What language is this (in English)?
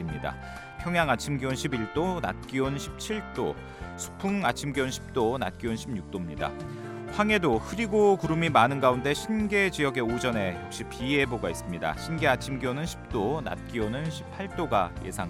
Korean